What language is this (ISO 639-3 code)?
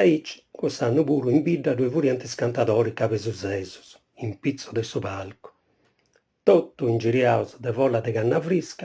srd